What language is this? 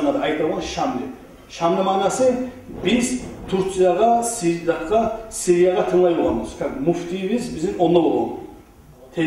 Kumyk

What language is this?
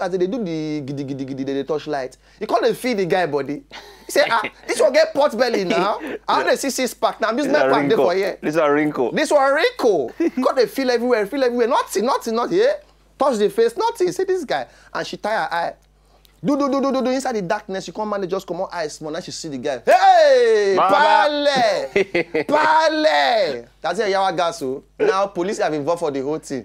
Nigerian Pidgin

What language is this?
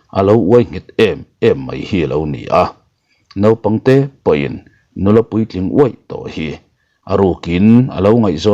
Mizo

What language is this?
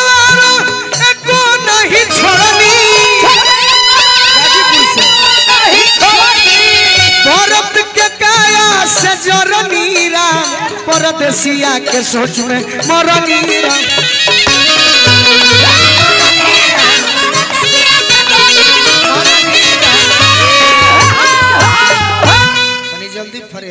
Bhojpuri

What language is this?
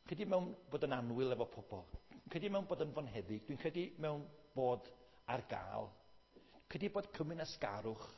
Welsh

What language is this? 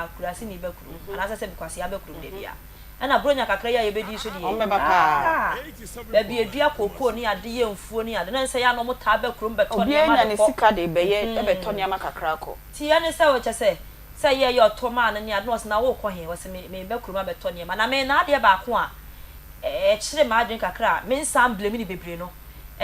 Akan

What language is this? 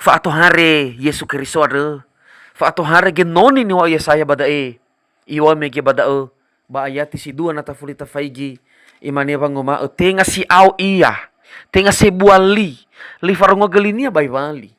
Nias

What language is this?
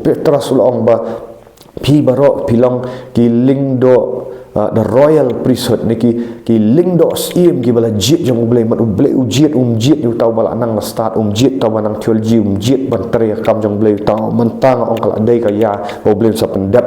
Khasi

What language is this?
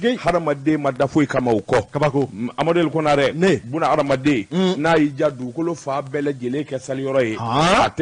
Bambara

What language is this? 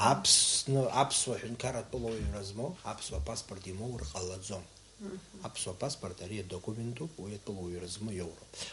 Abkhazian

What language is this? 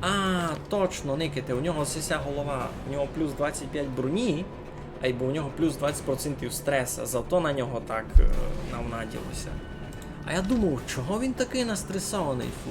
Rusyn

